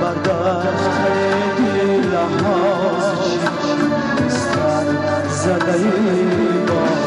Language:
Tajik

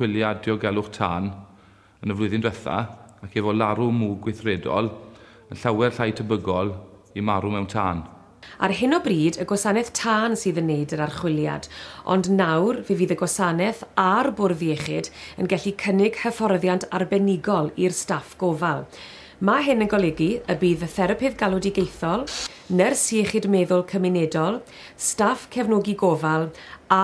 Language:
Welsh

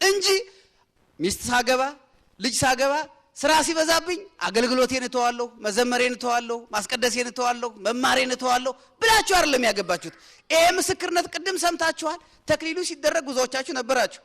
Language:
Amharic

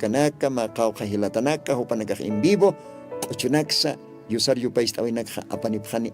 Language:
Aymara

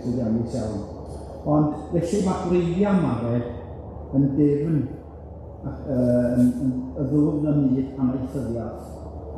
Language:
Welsh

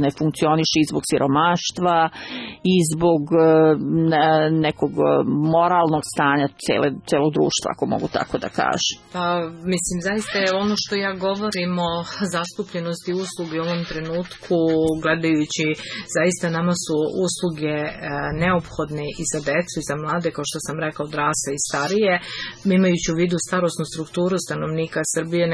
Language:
Serbian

